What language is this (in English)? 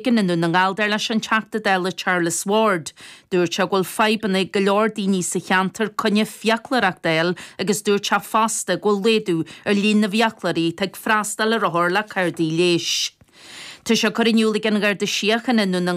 Irish